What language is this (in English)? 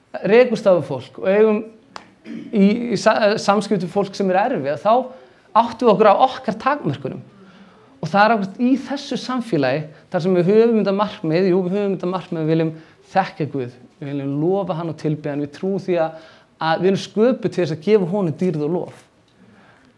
Icelandic